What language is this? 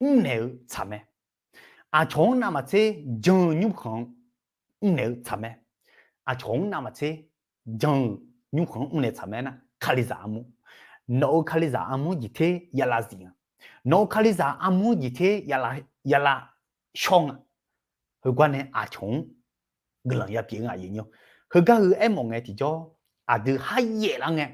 Akha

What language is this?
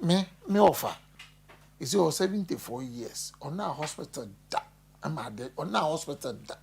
Akan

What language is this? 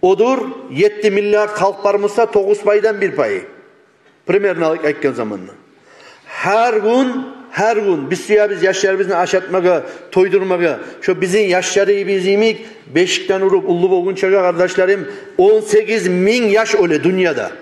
Kumyk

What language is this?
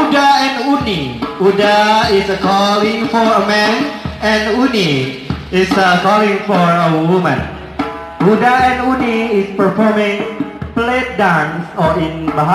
Minangkabau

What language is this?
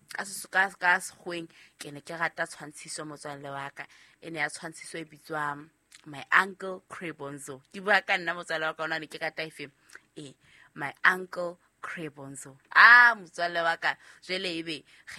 Southern Sotho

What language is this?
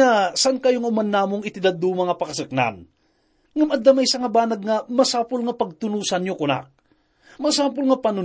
Iloko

